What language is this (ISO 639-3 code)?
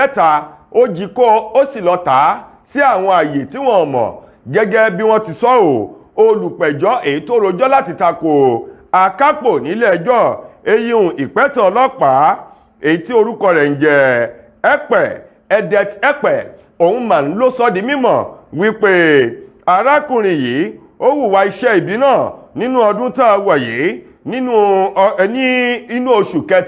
yor